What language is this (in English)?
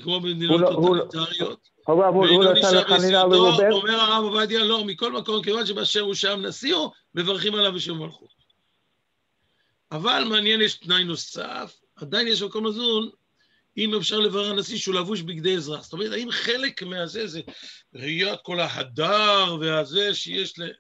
Hebrew